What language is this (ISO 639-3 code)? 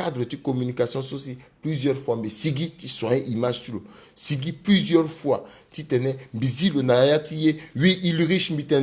sag